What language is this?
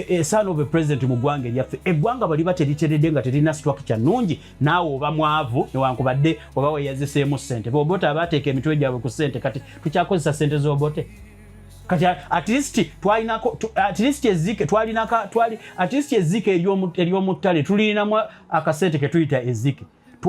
Ganda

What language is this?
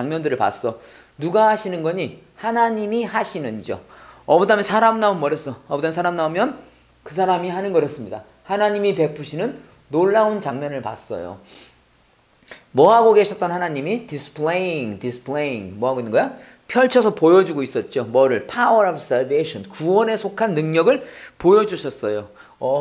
Korean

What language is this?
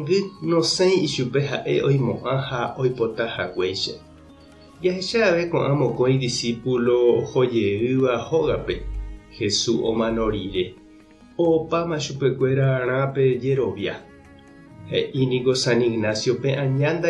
Guarani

